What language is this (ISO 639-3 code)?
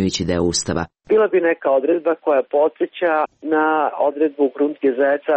hrv